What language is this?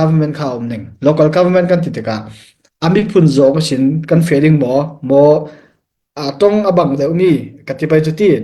Falam Chin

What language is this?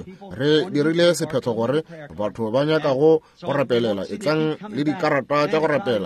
Northern Sotho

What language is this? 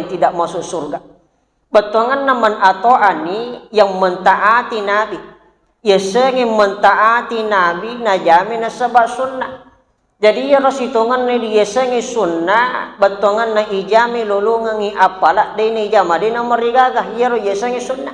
Buginese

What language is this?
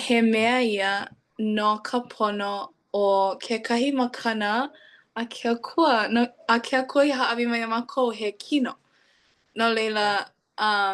Hawaiian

